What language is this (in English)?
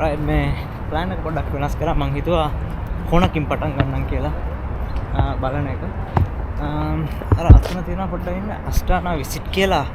Sinhala